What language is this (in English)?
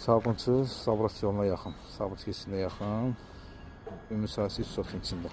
Azerbaijani